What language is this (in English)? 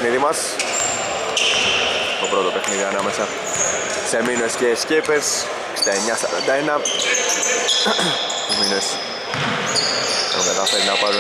Greek